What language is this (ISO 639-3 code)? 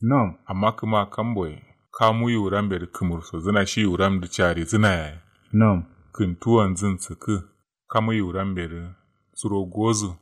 kau